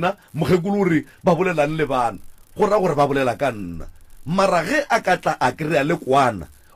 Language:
Northern Sotho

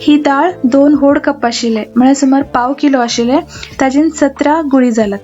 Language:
Konkani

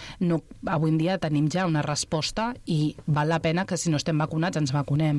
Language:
Catalan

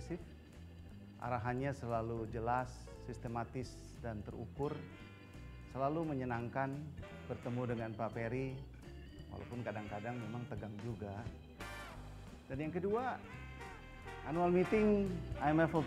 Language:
Indonesian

